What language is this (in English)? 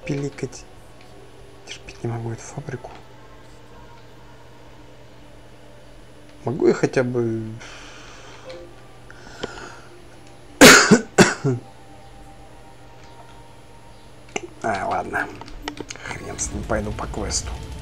Russian